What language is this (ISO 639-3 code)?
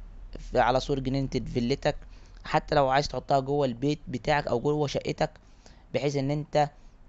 arz